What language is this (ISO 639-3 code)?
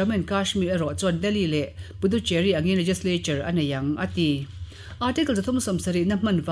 lus